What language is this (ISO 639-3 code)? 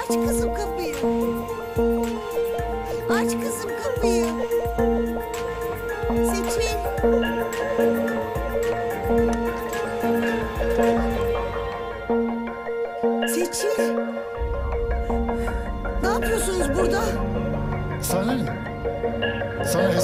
tur